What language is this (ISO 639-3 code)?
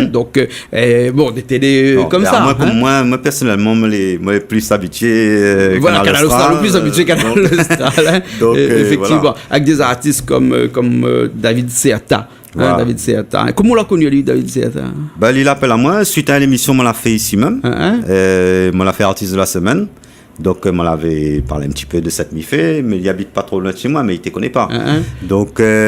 rcf